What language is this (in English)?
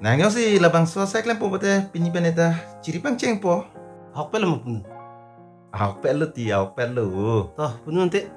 Karbi